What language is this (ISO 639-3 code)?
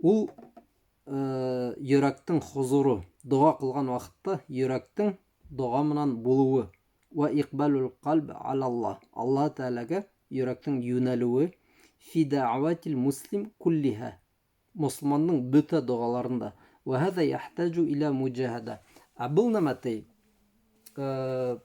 bak